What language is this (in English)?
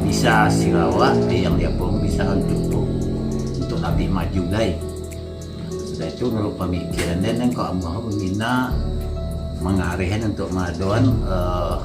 Minangkabau